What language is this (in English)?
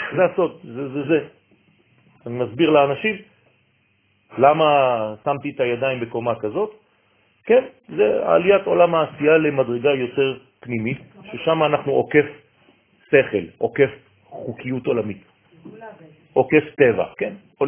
Hebrew